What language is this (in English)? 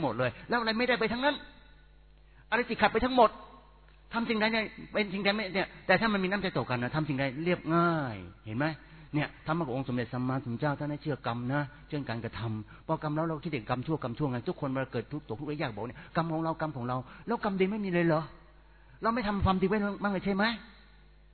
Thai